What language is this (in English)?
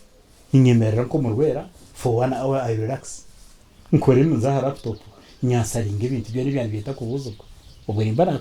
Nyankole